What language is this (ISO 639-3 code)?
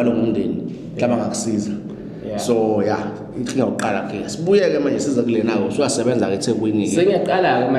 zul